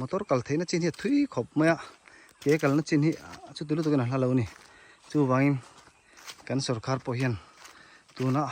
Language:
Mizo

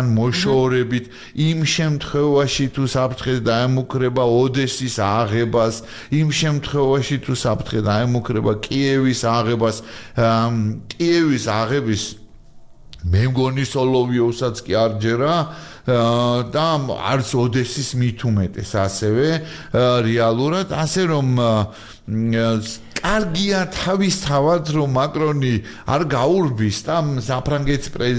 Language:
Georgian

